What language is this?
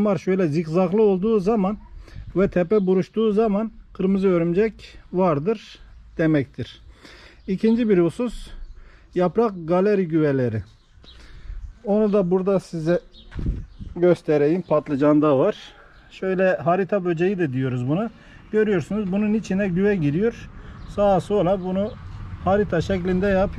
Turkish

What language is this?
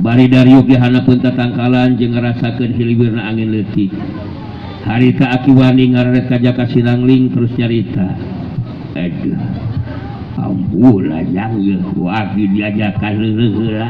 Sundanese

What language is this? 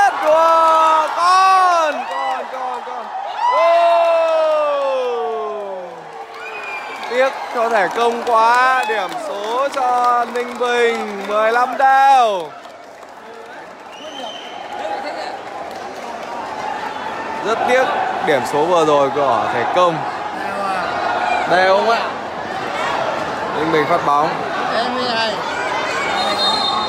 Vietnamese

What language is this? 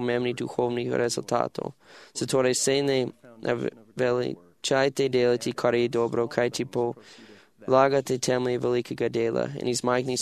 Serbian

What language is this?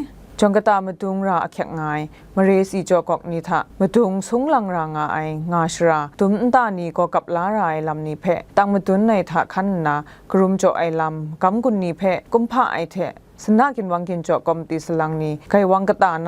Kachin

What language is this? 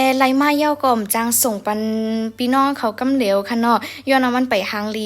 Shan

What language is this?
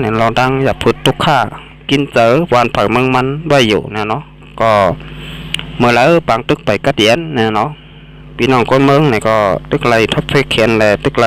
Shan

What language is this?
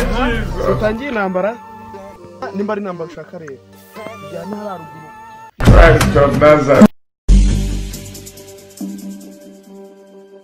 Kinyarwanda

